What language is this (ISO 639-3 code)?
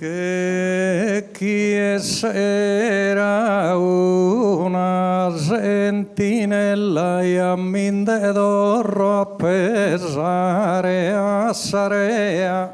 srd